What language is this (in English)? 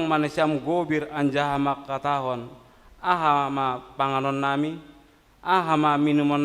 Batak Simalungun